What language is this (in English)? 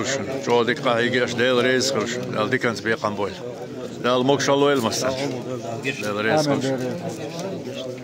Chechen